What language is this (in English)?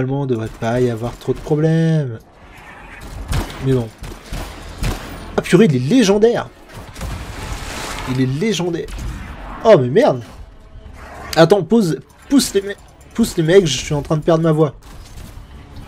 French